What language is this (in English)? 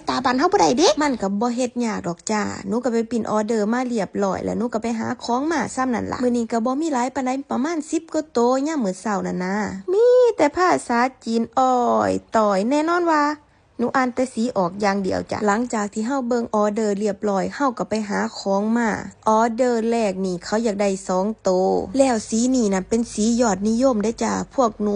Northeastern Thai